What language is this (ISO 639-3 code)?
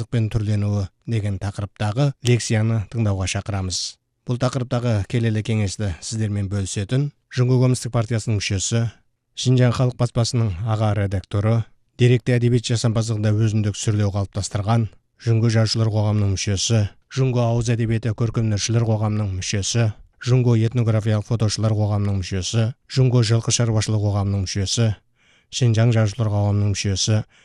kaz